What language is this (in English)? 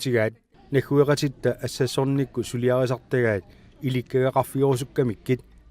Kalaallisut